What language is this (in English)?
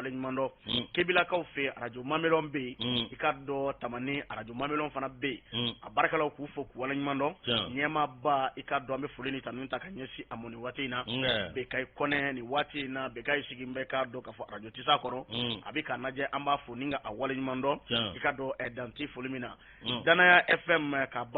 Bambara